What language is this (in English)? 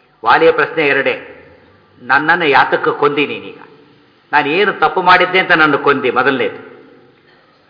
Kannada